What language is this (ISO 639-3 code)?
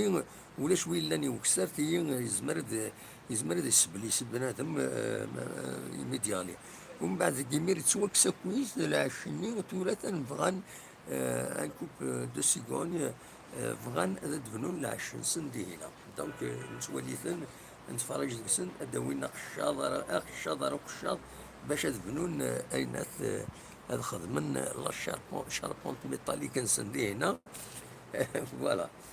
kab